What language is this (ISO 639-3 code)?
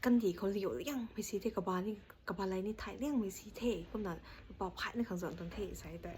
nbu